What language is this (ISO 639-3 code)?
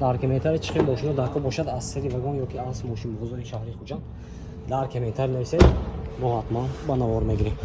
tgk